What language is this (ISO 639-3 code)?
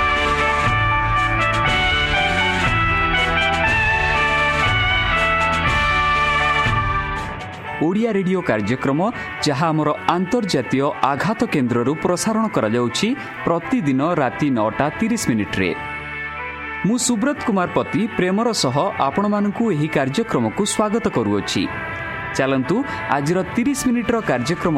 ori